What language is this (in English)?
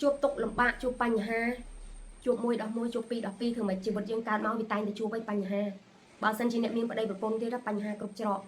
Khmer